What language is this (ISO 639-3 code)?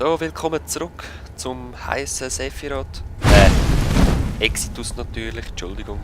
gsw